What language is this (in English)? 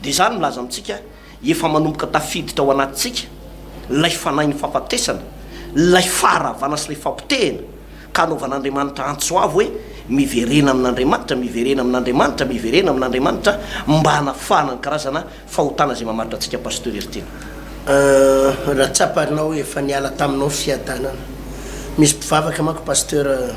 Malagasy